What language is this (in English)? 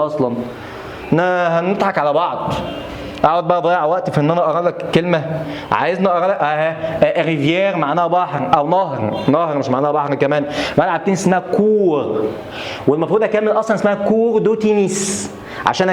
Egyptian Arabic